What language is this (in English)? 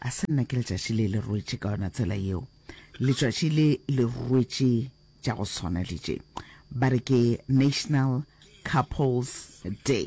Northern Sotho